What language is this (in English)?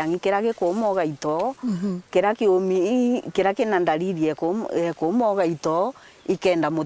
Meru